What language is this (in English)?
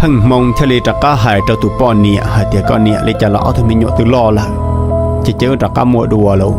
Hmong